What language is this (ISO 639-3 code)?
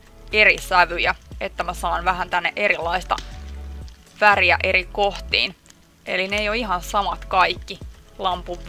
fin